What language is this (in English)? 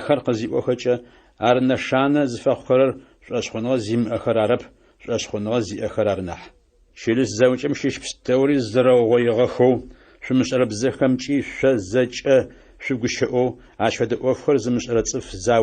Adyghe